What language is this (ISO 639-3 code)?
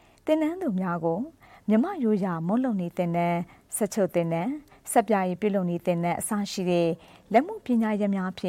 mya